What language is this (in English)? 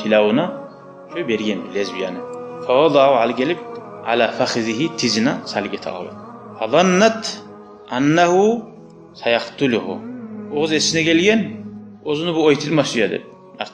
Kumyk